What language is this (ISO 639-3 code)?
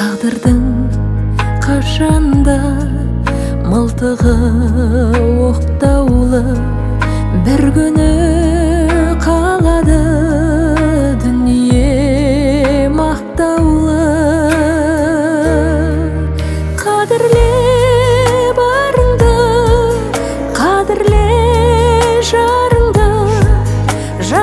kaz